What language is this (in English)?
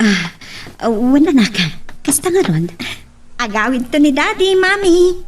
Iloko